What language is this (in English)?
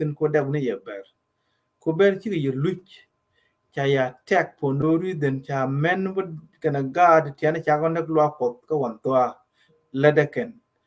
Nuer